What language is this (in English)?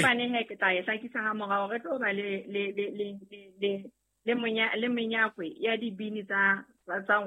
Southern Sotho